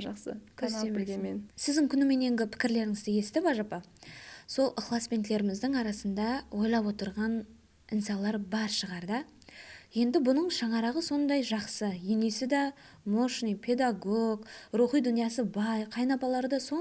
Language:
Kara-Kalpak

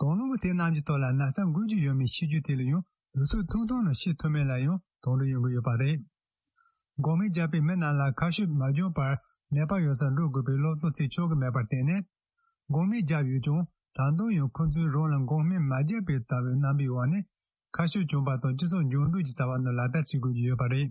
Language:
Tibetan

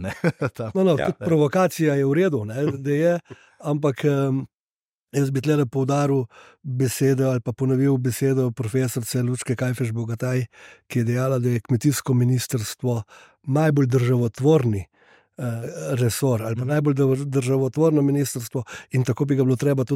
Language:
Slovenian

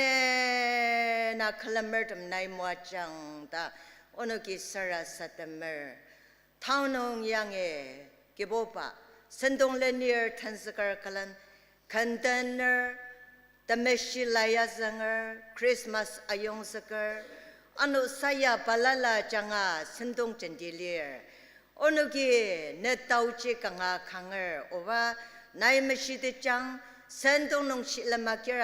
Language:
Ao Naga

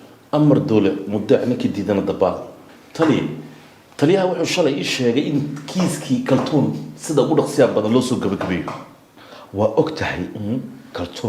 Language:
Somali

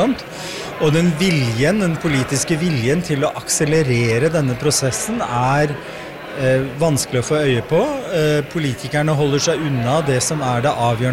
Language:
Norwegian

